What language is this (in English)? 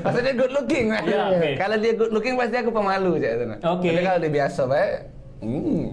Musi